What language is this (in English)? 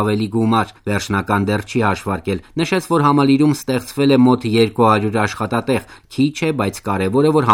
Armenian